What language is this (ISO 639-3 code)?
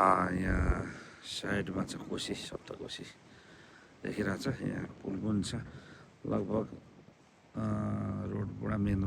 nep